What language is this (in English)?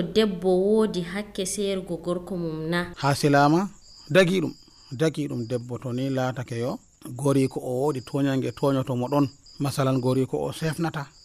Nigerian Fulfulde